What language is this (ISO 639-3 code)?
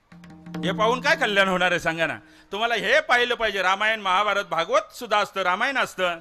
mar